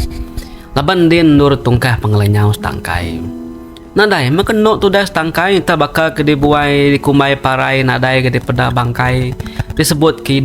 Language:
Iban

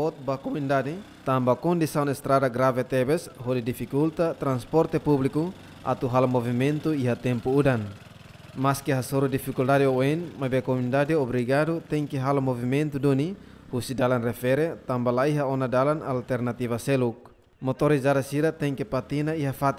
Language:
Tetum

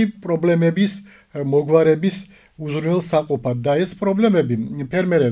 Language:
Georgian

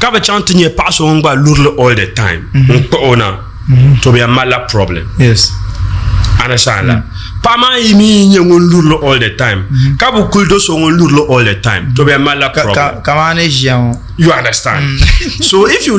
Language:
Dagbani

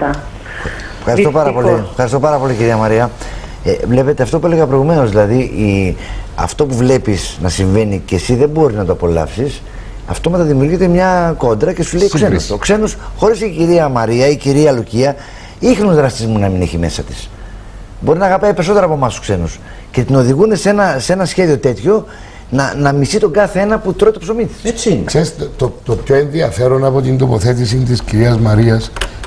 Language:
Greek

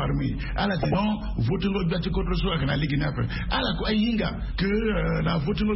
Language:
Sango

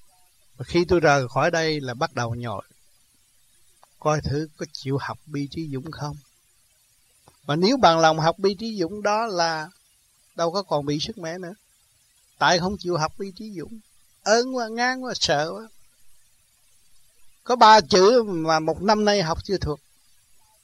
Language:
Vietnamese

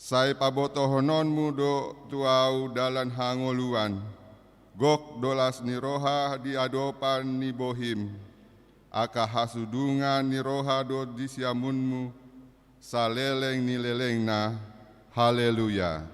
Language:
Batak Toba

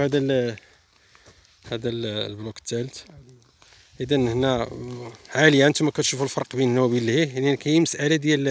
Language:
Moroccan Arabic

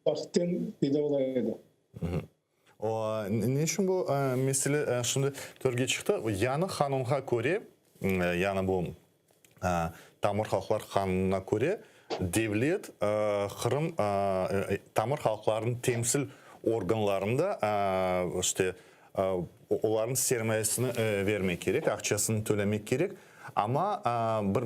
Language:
Crimean Tatar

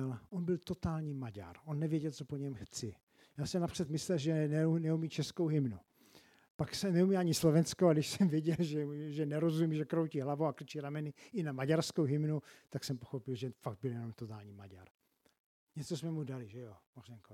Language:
Czech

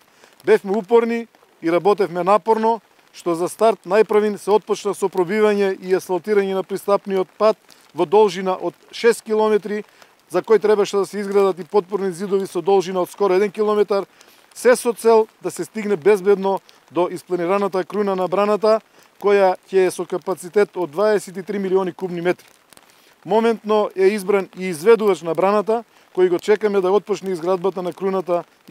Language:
Macedonian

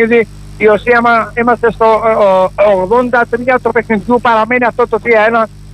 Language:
Greek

